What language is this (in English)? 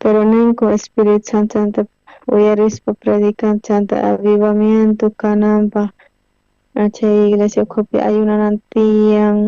South Bolivian Quechua